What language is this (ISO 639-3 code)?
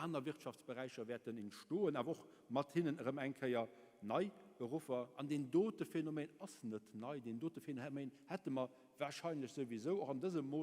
ltz